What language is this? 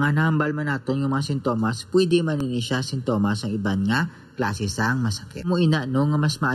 Hiligaynon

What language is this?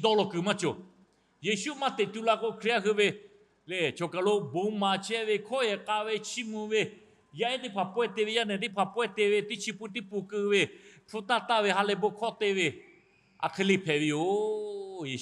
Lahu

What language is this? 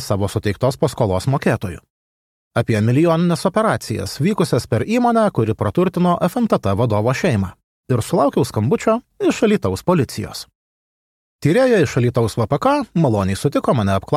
Lithuanian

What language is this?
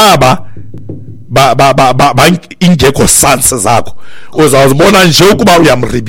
Xhosa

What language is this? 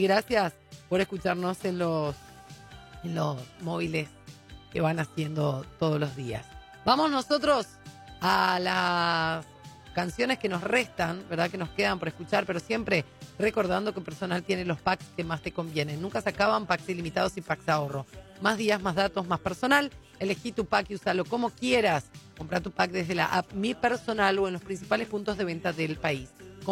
Spanish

